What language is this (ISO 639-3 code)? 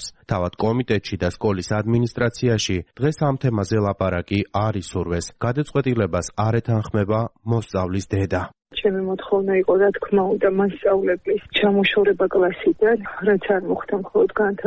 kat